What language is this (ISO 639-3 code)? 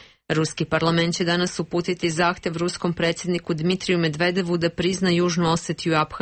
srp